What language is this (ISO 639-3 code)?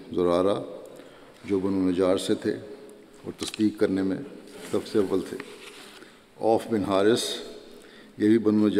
urd